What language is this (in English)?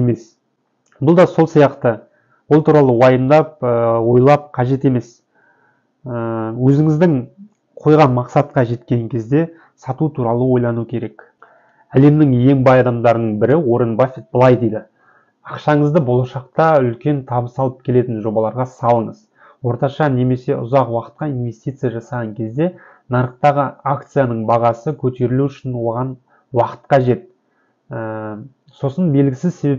Kazakh